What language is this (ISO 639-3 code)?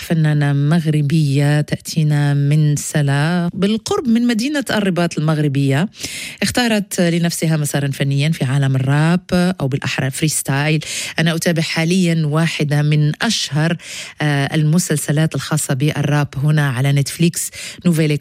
ara